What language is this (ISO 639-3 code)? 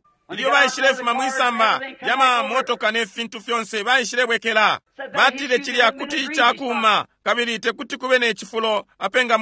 bem